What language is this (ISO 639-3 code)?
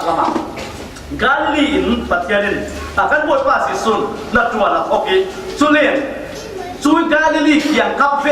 cfm